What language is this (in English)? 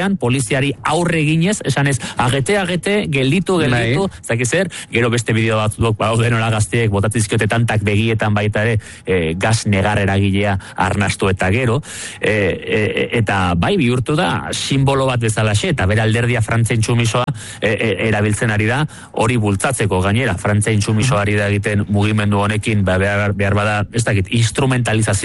Basque